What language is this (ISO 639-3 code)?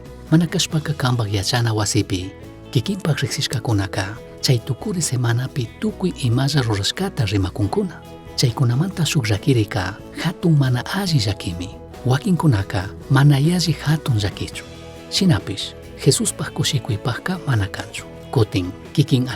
qug